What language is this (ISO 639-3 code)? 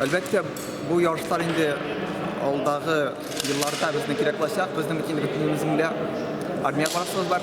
tat